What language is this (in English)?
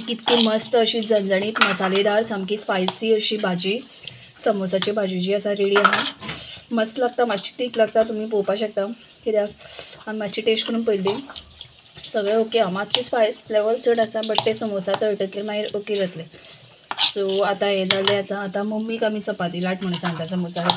Konkani